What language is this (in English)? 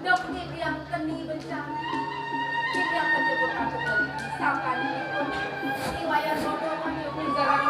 Balinese